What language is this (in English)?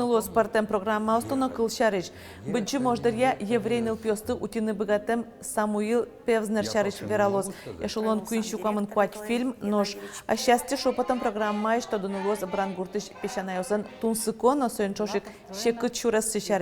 Udmurt